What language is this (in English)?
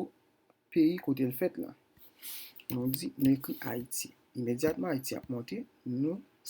Haitian Creole